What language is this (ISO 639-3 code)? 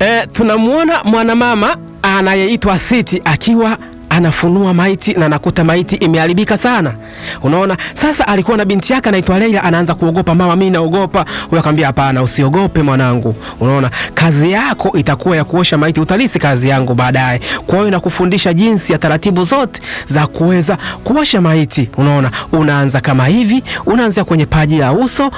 swa